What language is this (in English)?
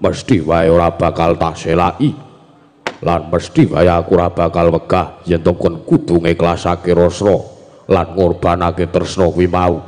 Javanese